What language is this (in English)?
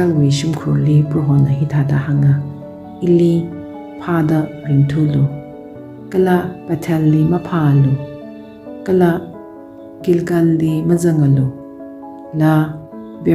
Tangkhul Naga (India)